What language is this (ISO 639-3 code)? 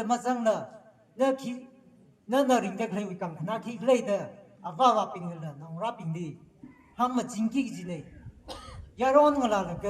nmf